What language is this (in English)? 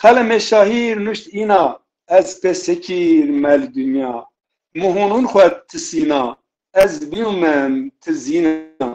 Zaza